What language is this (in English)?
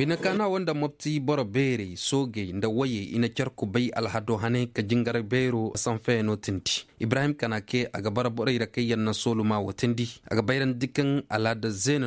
Koyraboro Senni